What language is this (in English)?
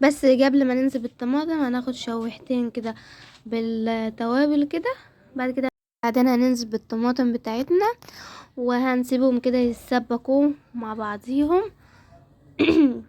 Egyptian Arabic